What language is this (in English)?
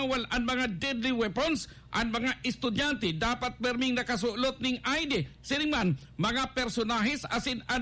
Bikol